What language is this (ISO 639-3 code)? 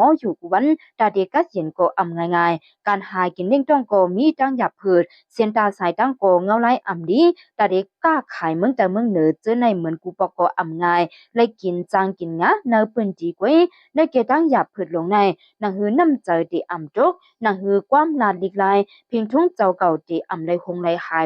shn